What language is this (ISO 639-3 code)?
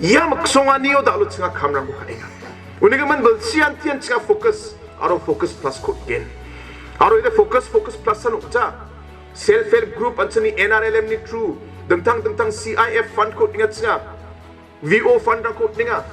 grt